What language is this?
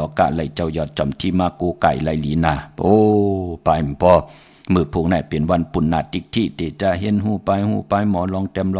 Shan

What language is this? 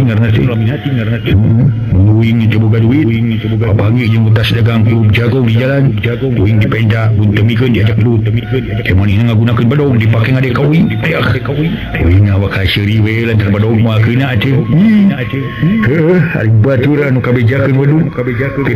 Sundanese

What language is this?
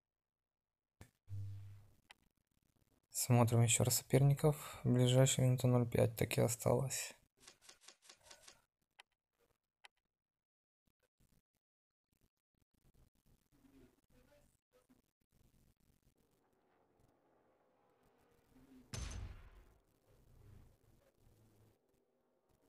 Russian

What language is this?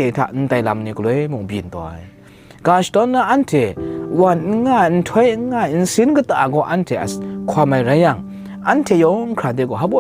Kachin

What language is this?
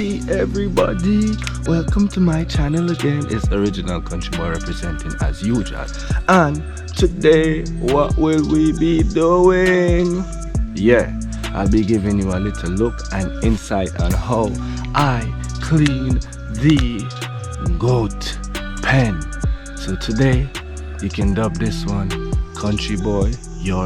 Jamaican Creole English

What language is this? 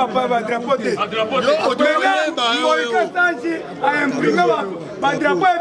Lingala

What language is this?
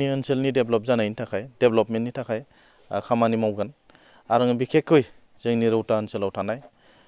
Bodo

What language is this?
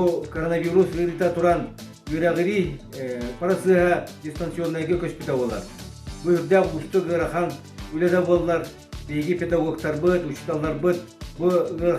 Yakut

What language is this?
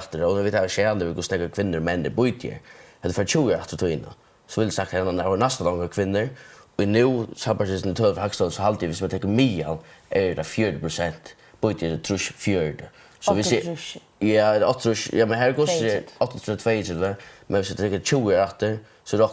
Faroese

